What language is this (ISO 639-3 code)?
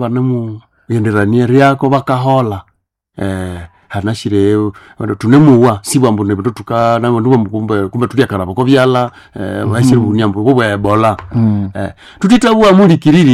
nnb